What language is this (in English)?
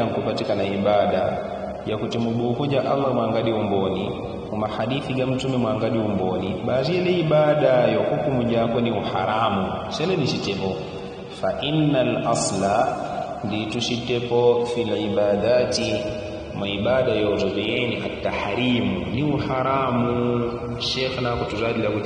Yao